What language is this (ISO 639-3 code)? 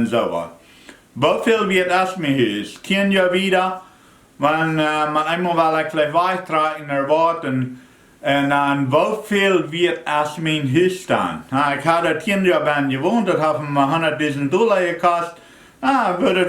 pdt